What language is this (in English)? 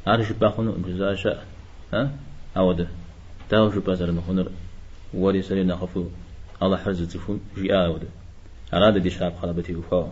Kabardian